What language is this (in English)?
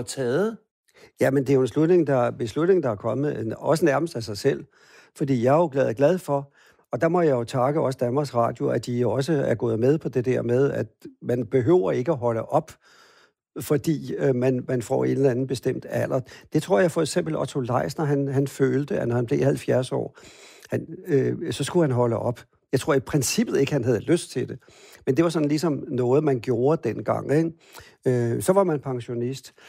Danish